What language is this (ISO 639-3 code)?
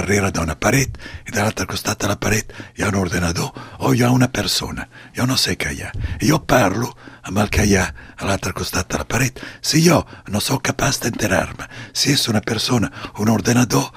cat